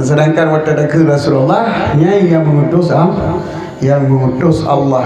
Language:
Achinese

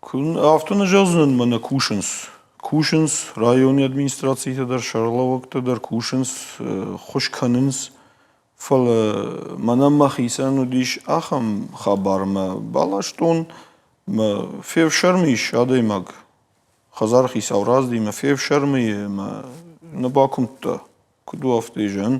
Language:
Ossetic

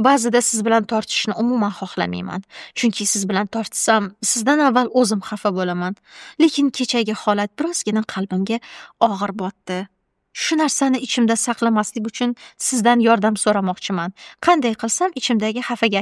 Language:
Uzbek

